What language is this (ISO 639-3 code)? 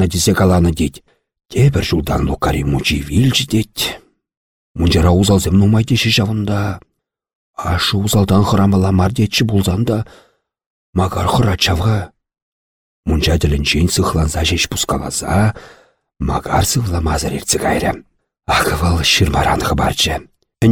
chv